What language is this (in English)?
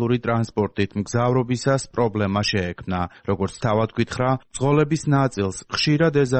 Georgian